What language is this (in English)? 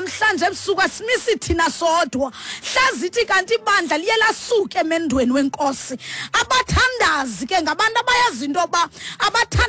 Xhosa